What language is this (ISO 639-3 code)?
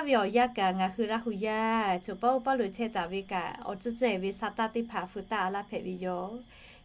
lhu